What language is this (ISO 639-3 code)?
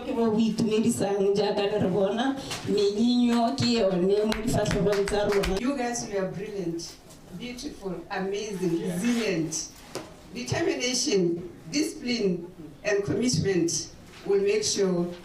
tsn